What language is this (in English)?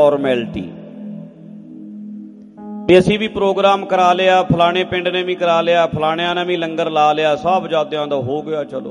Punjabi